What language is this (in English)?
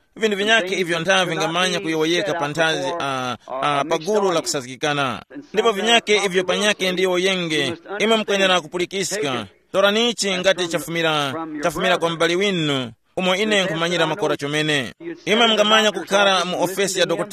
Tumbuka